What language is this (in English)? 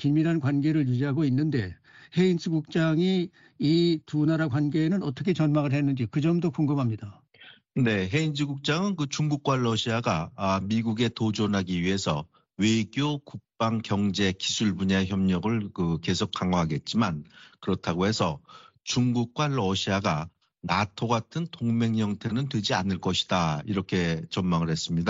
Korean